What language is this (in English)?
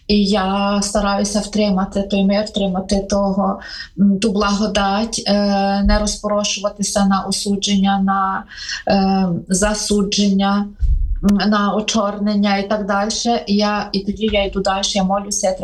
Ukrainian